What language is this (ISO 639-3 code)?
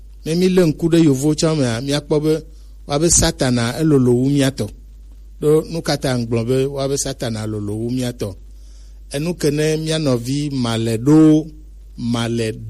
gej